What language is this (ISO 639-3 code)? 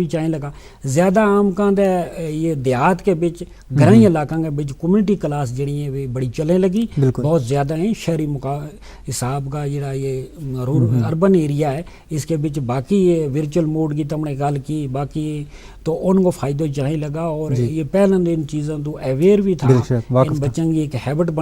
gju